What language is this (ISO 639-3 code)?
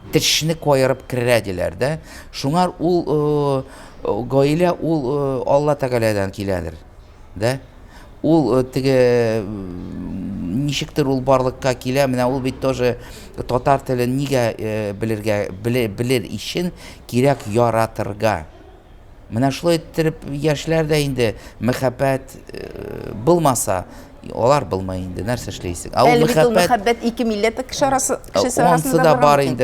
tat